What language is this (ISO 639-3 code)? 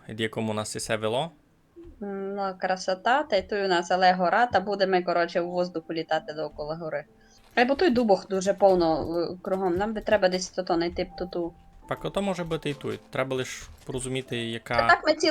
rue